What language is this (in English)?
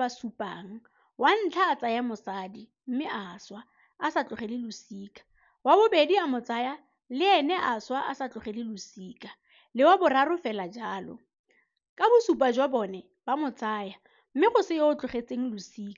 Tswana